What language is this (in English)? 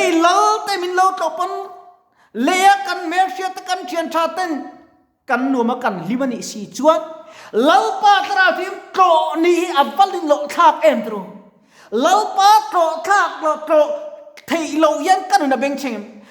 Mizo